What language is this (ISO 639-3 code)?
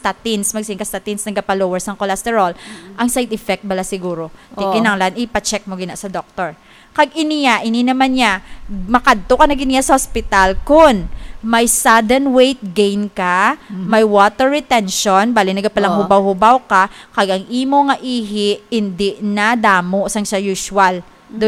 hil